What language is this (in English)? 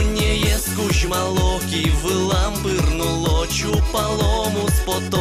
Udmurt